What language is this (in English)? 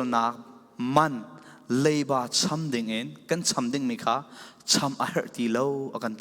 Falam Chin